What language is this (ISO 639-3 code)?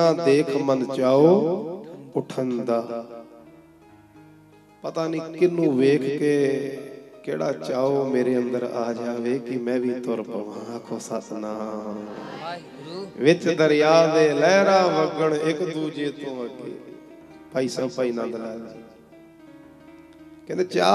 pan